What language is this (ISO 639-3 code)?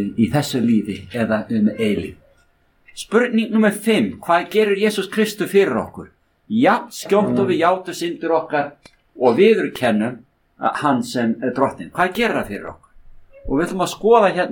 isl